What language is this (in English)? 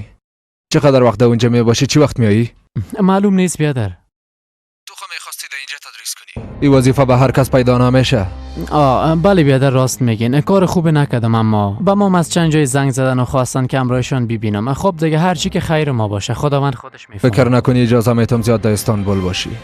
Persian